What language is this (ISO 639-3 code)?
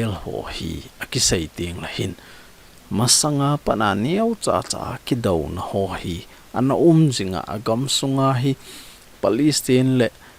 tcz